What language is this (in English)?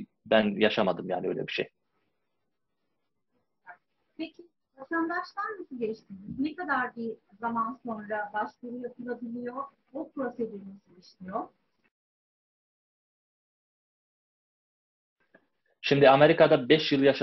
Turkish